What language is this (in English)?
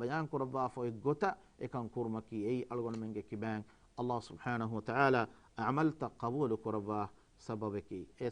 Divehi